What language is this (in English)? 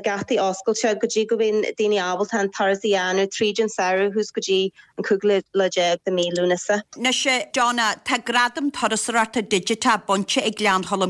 Irish